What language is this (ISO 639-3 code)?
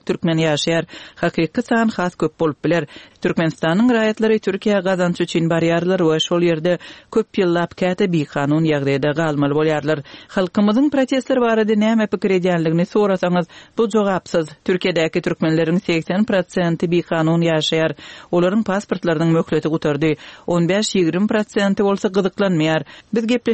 tuk